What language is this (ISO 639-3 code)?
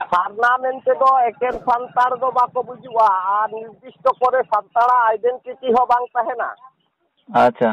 sat